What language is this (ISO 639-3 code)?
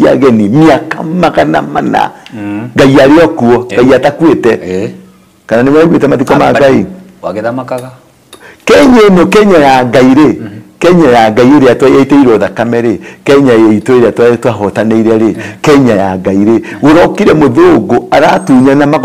kik